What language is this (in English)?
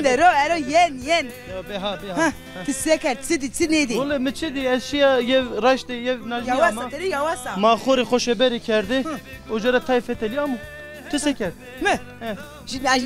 Zaza